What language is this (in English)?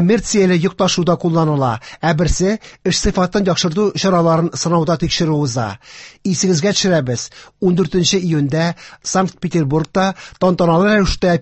Tatar